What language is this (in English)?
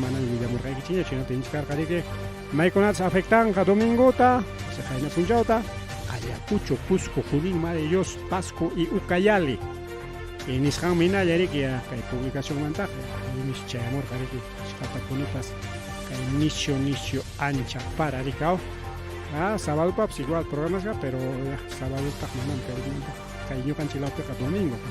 Ayacucho Quechua